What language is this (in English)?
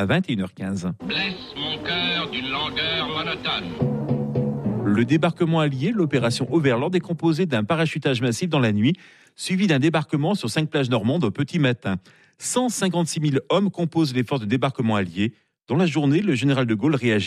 French